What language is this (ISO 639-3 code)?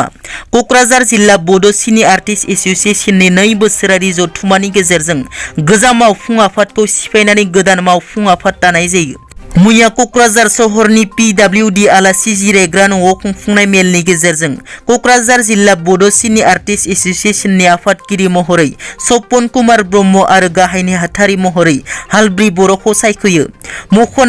brx